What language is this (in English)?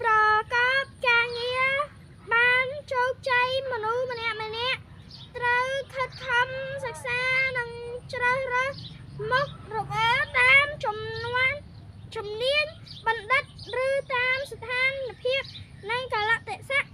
Khmer